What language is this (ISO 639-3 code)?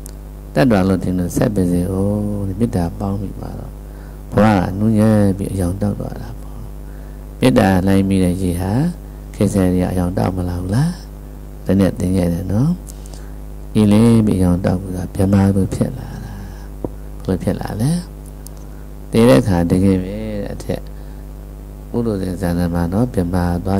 mya